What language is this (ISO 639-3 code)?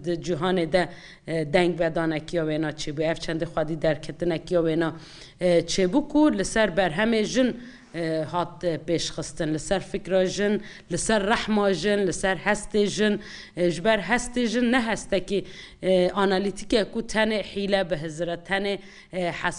kur